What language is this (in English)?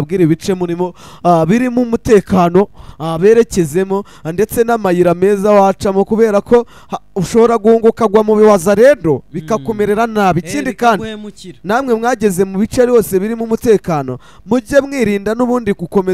Kinyarwanda